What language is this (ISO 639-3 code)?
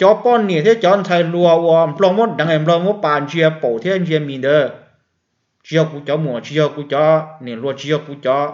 hmn